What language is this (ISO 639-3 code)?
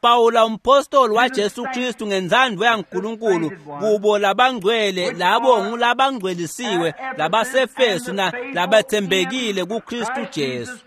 ssw